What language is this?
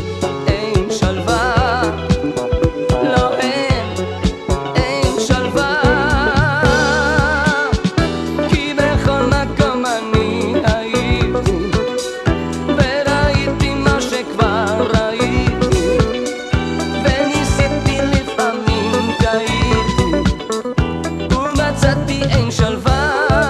Hebrew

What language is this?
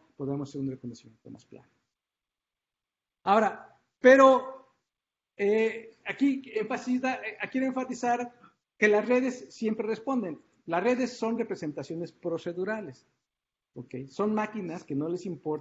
Spanish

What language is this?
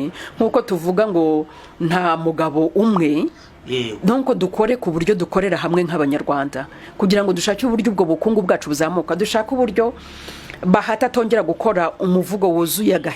Kinyarwanda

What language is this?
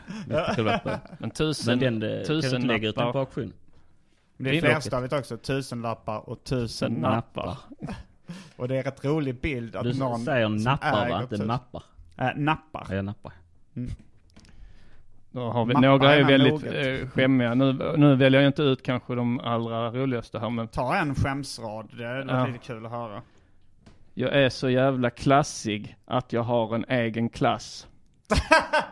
Swedish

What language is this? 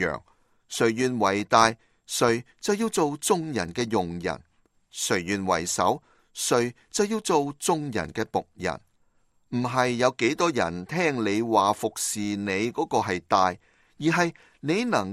Cantonese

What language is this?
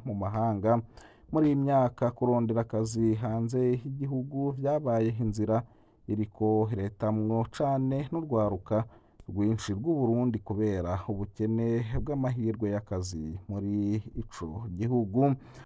Rundi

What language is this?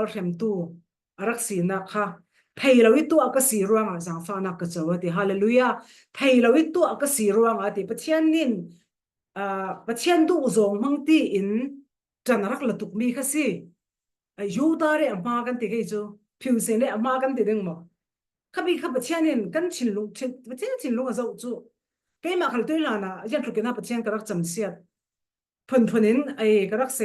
Falam Chin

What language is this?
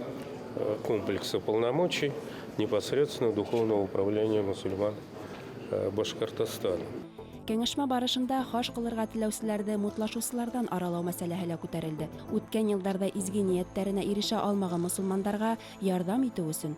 Bashkir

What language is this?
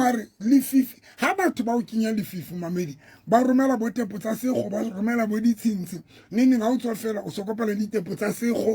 Southern Sotho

